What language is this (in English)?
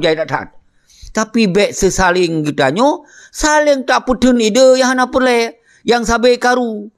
Achinese